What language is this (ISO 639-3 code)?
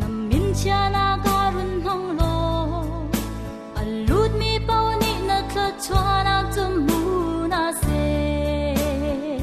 cnh